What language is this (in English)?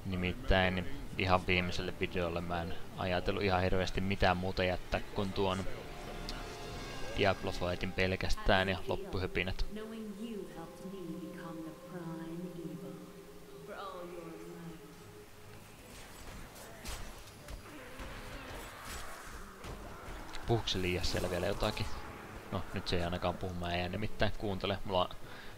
Finnish